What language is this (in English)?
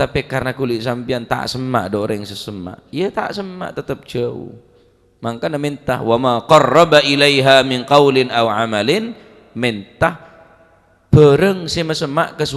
Madurese